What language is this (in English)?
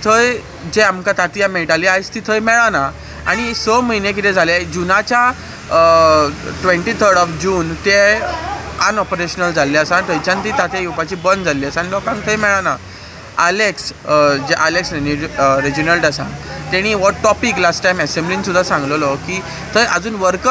Konkani